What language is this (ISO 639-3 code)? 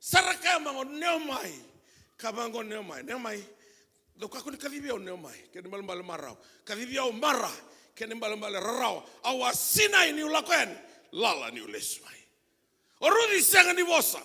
fij